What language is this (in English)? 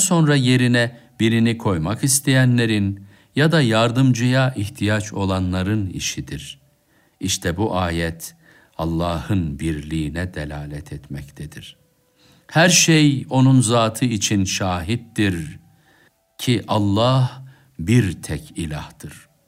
Turkish